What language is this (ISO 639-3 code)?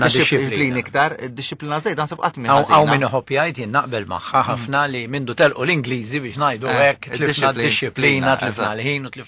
mlt